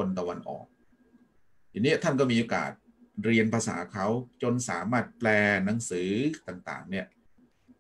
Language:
Thai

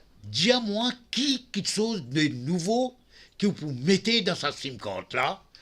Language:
Morisyen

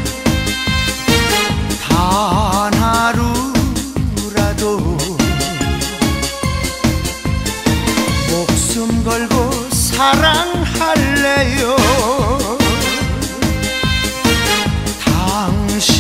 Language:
Korean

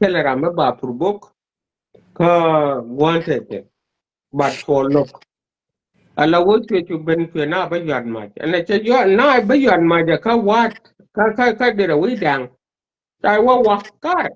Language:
Nuer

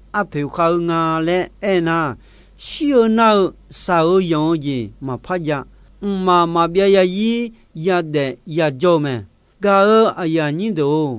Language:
Akha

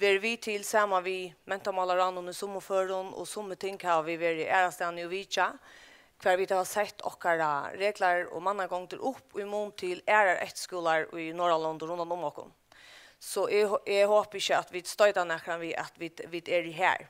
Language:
Faroese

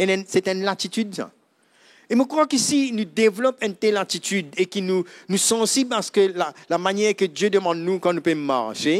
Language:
Morisyen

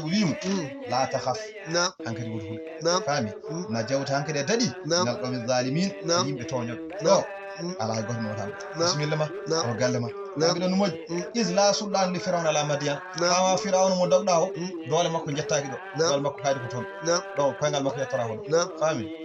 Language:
Fula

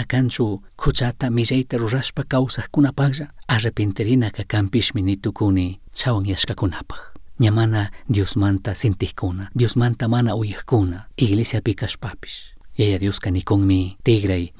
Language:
Chimborazo Highland Quichua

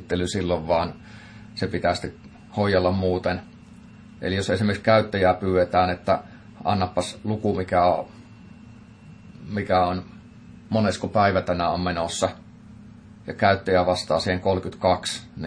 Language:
Finnish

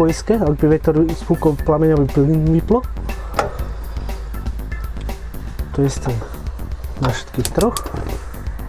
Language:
Slovak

